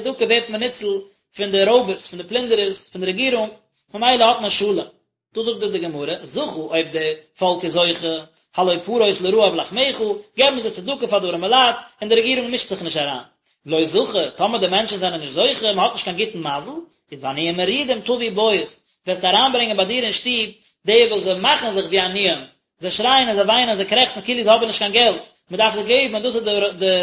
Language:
Yiddish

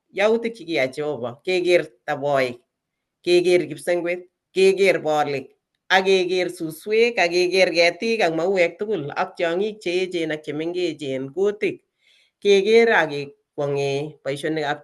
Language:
Kalenjin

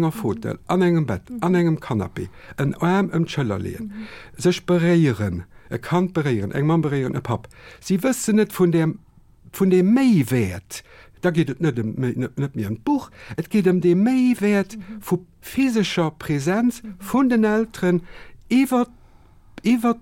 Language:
Luxembourgish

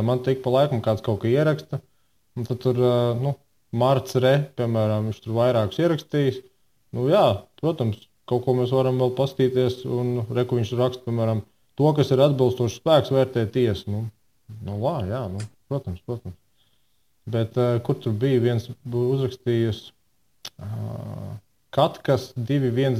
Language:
Latvian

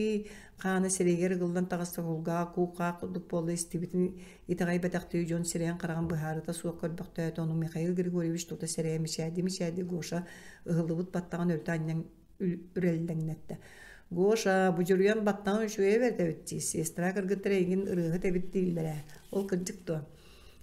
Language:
Yakut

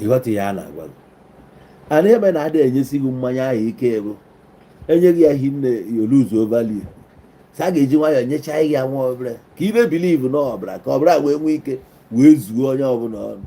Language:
Igbo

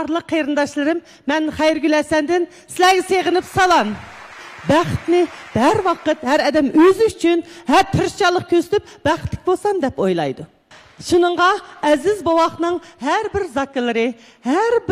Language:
Uyghur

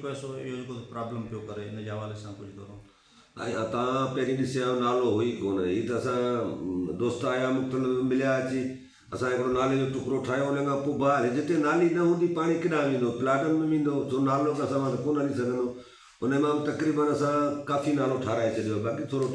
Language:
Sindhi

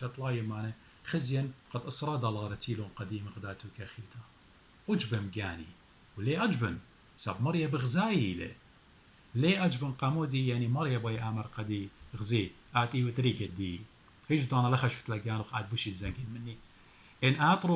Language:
Assyrian Neo-Aramaic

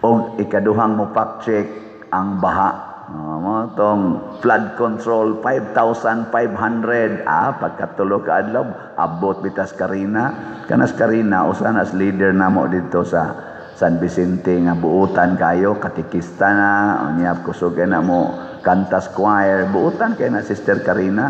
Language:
Cebuano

